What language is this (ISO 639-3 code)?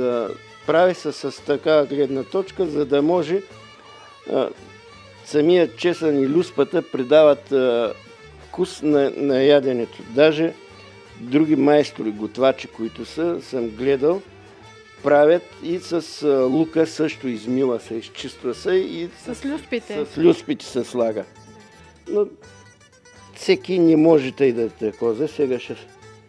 bul